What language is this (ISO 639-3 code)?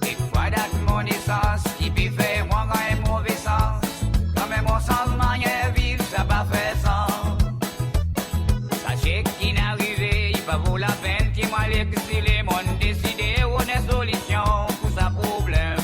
crs